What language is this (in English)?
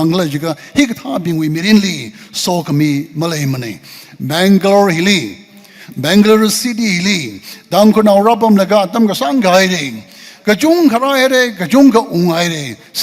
Tangkhul Naga (India)